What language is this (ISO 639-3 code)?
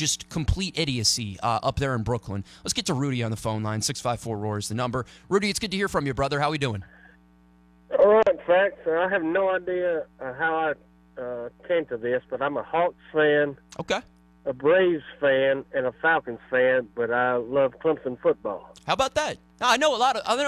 eng